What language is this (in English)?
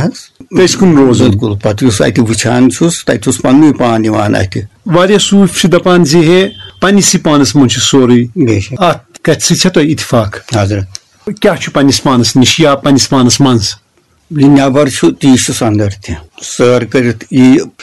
Kashmiri